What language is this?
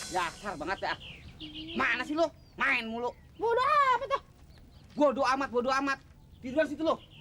Betawi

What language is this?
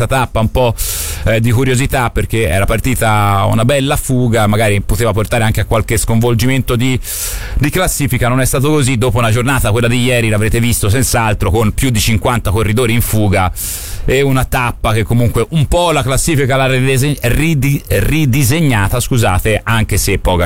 Italian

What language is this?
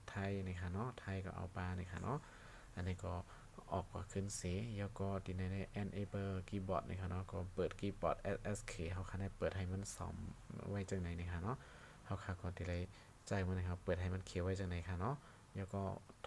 Shan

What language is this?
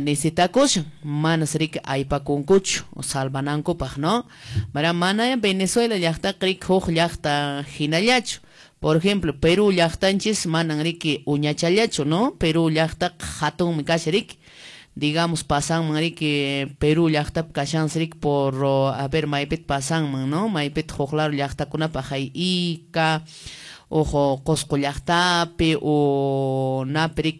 Quechua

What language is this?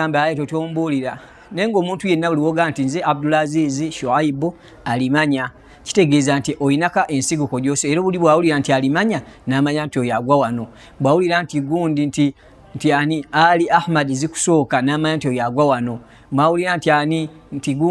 Ganda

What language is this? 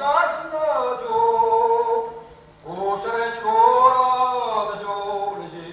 Chuvash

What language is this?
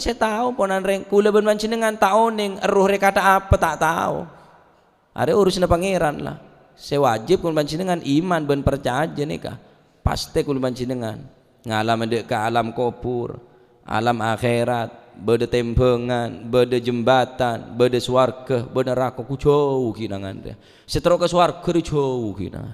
Madurese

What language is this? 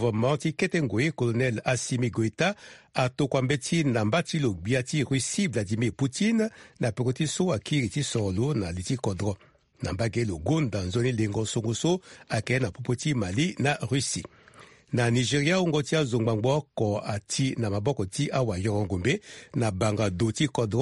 Sango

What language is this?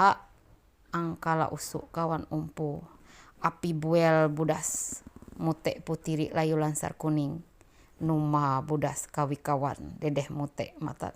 Ma'anyan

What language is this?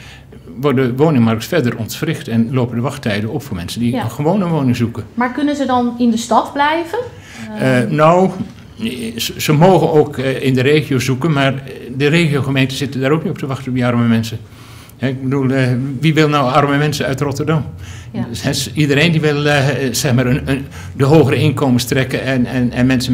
Dutch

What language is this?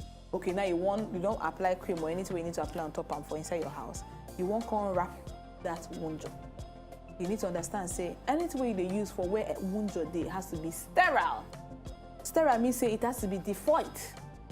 Nigerian Pidgin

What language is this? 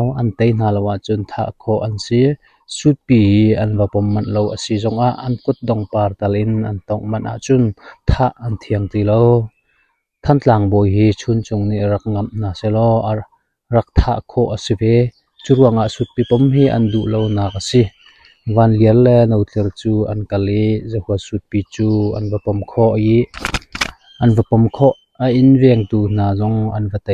Hakha Chin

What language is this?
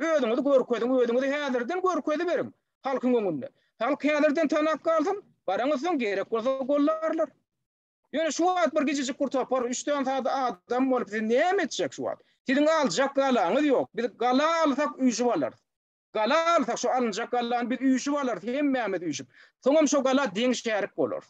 Turkmen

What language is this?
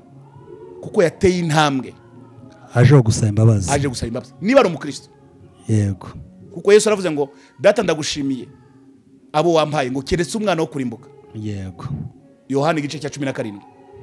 Kinyarwanda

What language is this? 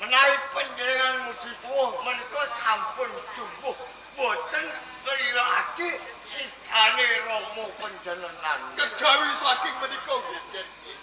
Javanese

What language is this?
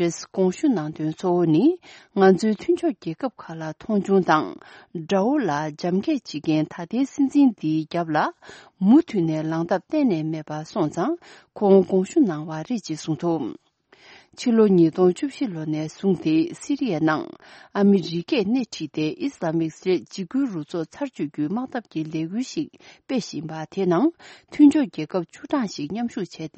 Tibetan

